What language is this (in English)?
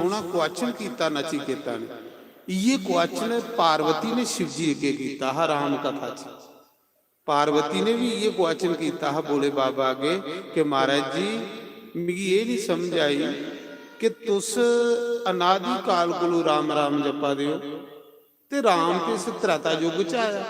Dogri